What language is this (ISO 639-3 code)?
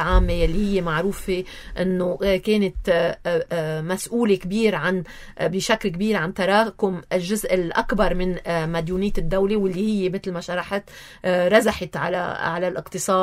apc